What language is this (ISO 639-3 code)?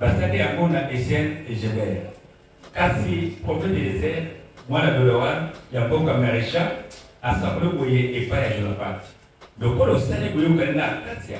lin